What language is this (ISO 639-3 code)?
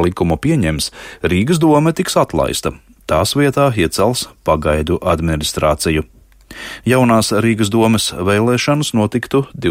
lav